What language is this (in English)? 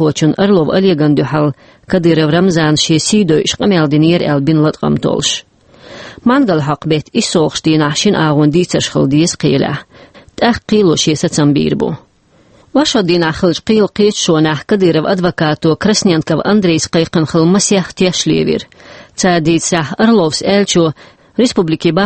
Chechen